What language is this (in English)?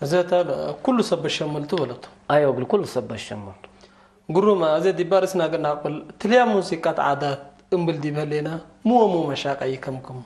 Tigre